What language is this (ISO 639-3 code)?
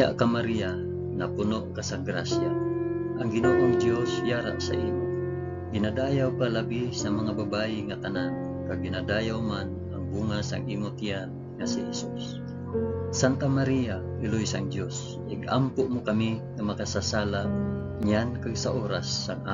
hil